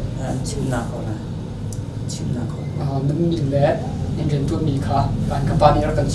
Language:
Hakha Chin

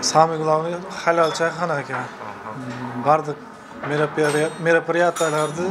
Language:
Kyrgyz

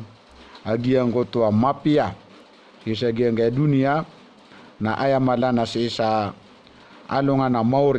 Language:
Maranao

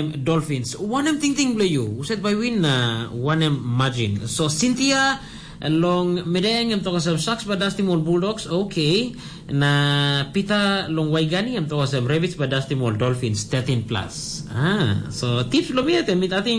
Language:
Tok Pisin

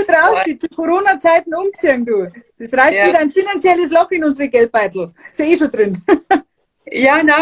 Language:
Bavarian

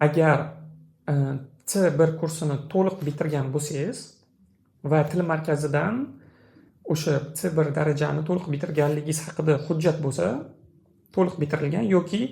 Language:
Uzbek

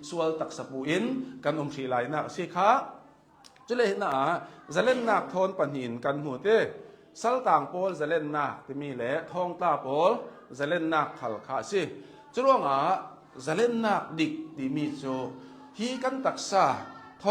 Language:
Hakha Chin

